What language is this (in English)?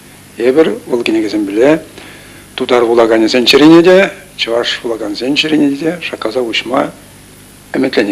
Chuvash